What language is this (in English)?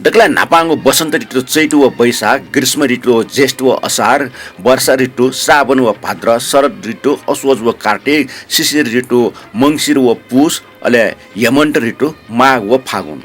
Newari